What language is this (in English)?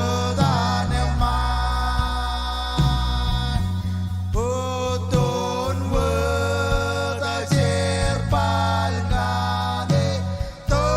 Marshallese